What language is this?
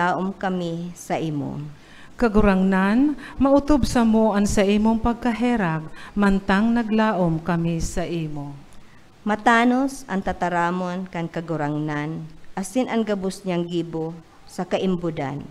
Bikol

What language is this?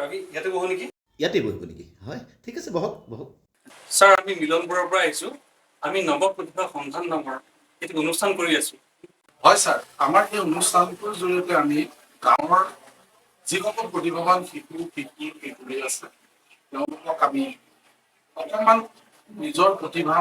Assamese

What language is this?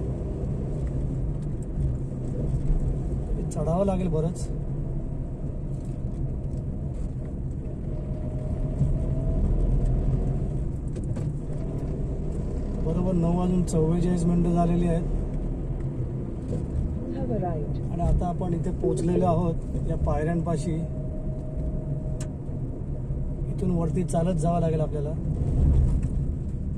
Marathi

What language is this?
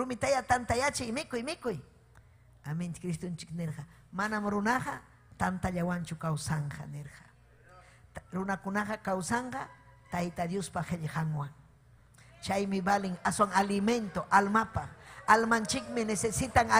Ayacucho Quechua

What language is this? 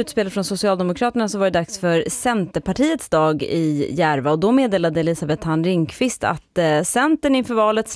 Swedish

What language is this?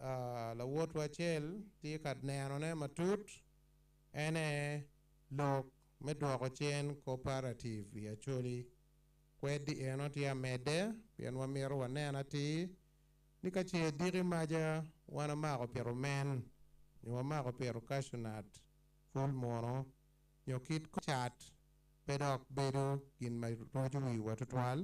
Acoli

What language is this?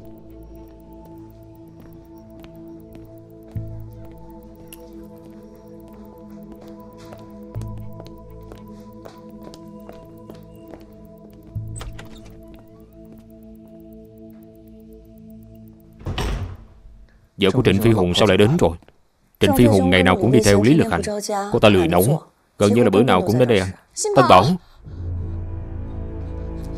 Vietnamese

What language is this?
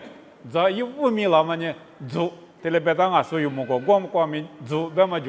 Lisu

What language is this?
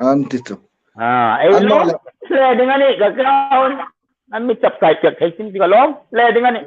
Hmar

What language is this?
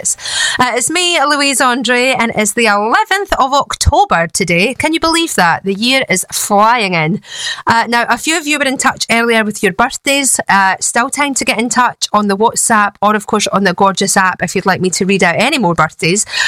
English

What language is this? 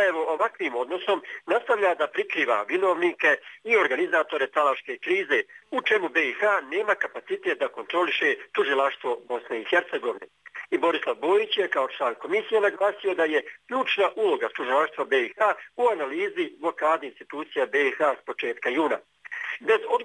Bosnian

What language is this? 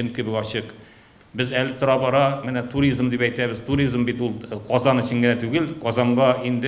Tatar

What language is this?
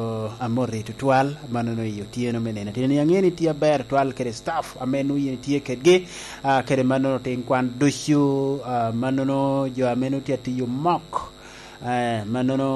Lango (Uganda)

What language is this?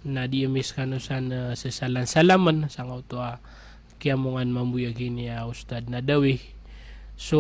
Maranao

